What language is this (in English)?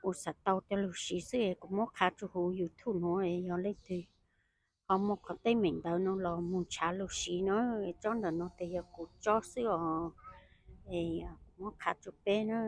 Hmong